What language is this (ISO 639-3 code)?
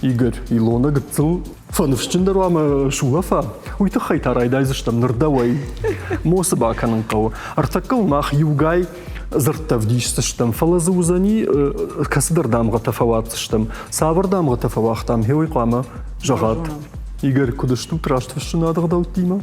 oss